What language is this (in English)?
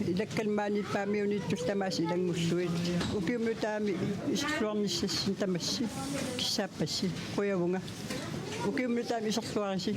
Kalaallisut